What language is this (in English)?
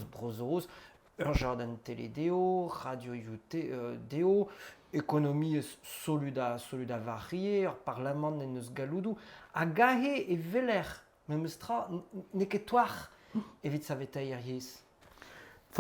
Breton